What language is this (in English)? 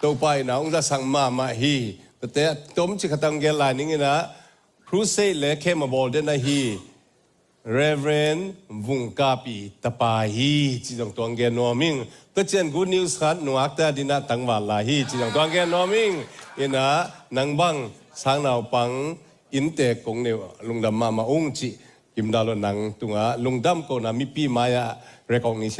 Tedim Chin